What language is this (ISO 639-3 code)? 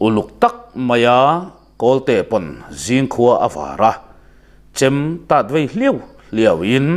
lus